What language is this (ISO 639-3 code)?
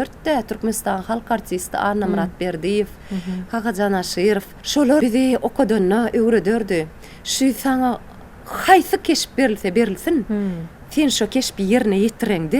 tuk